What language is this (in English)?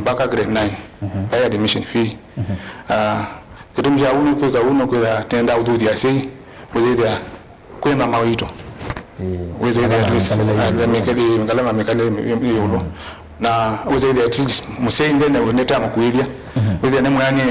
Kamba